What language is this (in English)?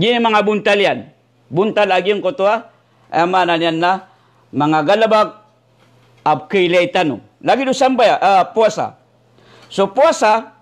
Maranao